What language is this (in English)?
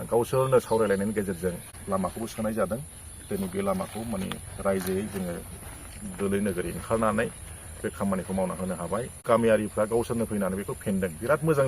Bodo